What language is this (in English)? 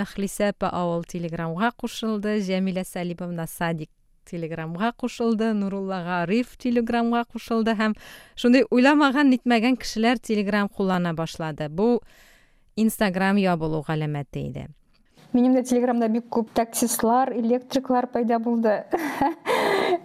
Tatar